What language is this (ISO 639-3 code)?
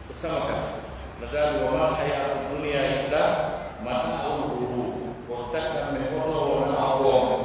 fuf